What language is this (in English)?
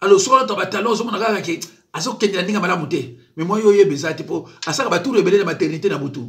Lingala